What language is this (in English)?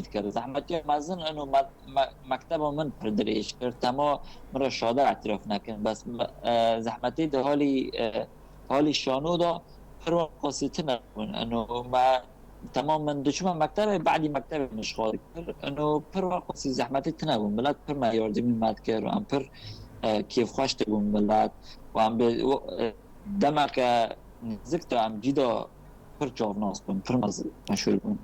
Kurdish